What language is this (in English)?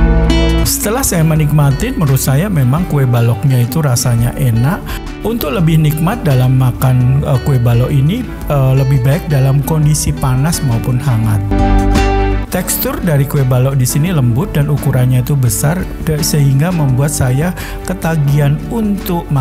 Indonesian